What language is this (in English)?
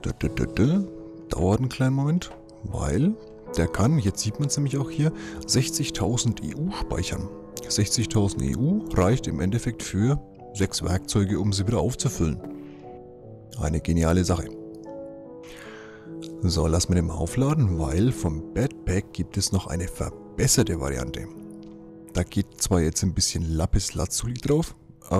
German